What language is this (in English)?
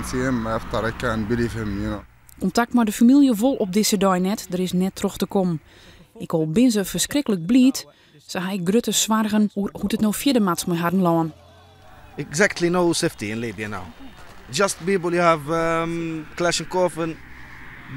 Western Frisian